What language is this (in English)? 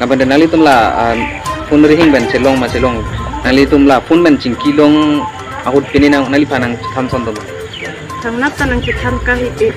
Karbi